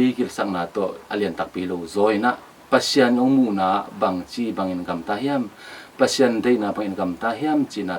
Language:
Tedim Chin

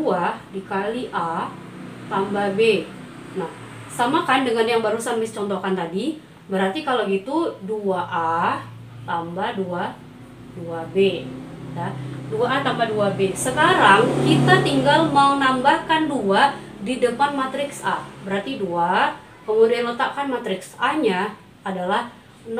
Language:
Indonesian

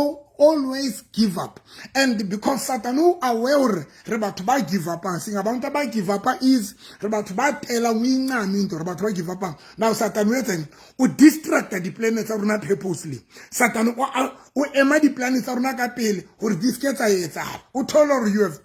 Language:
Southern Sotho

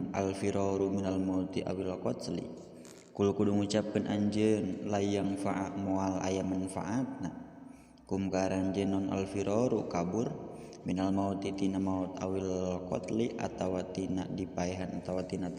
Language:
Sundanese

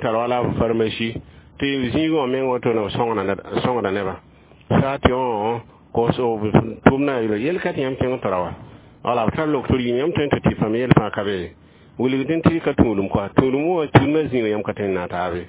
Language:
Mossi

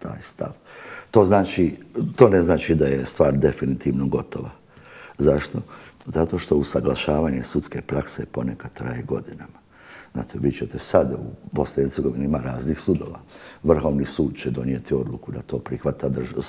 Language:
Bosnian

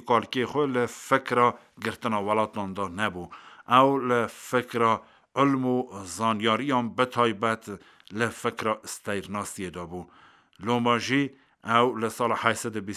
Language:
Kurdish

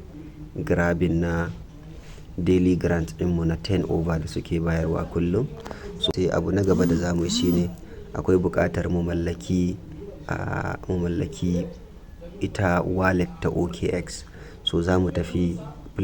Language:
Hausa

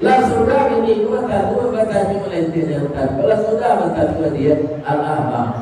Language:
Minangkabau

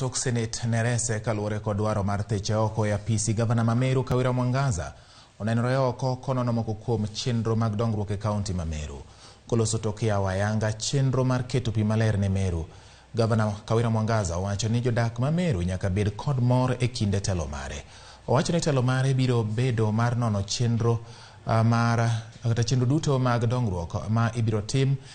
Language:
Luo (Kenya and Tanzania)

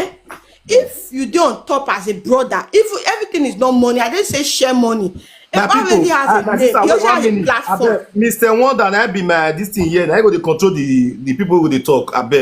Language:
Nigerian Pidgin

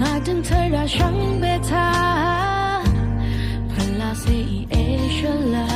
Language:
Rawang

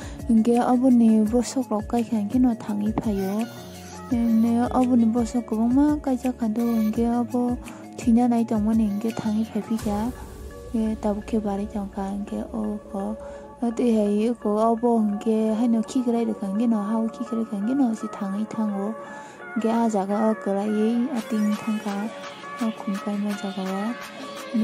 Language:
Kok Borok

